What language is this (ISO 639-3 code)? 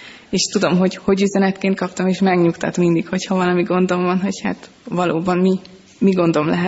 hun